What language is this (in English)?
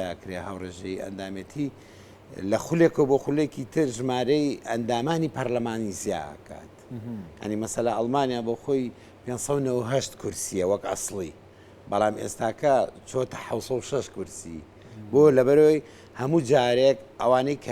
Central Kurdish